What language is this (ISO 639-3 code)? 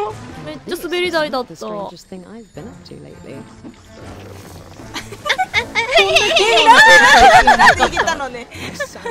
jpn